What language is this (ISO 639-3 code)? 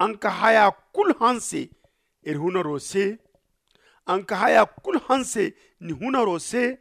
dje